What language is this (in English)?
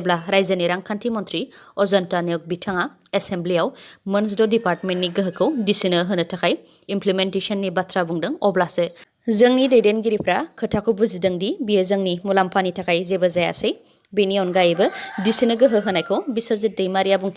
Bodo